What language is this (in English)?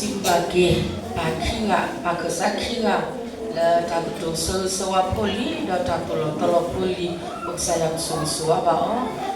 S'gaw Karen